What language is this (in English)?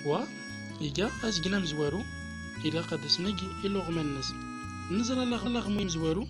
Central Atlas Tamazight